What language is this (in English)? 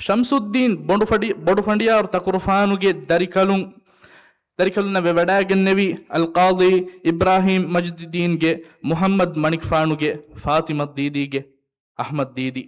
Divehi